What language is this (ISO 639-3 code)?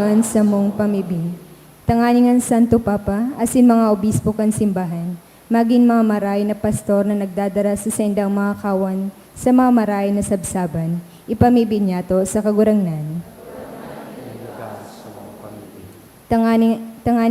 bik